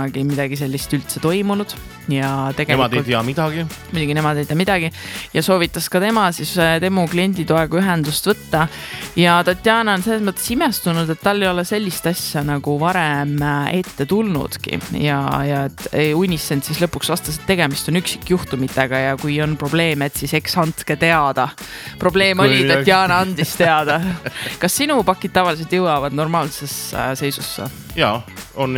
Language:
Estonian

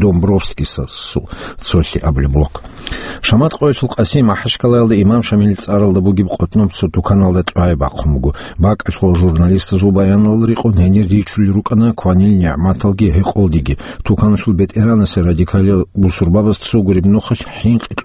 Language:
Avaric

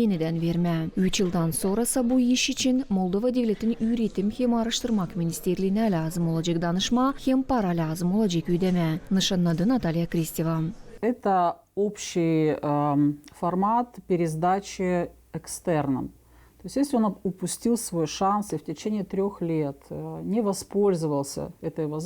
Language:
Gagauz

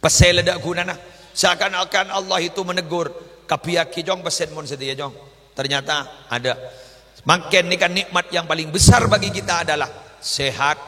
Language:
Madurese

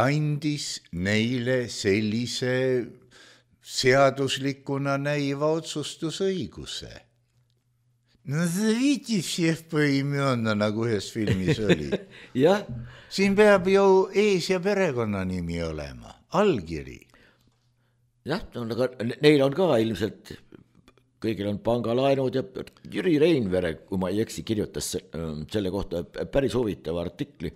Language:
Estonian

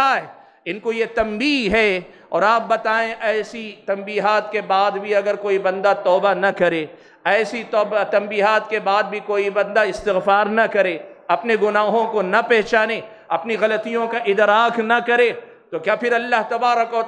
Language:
Urdu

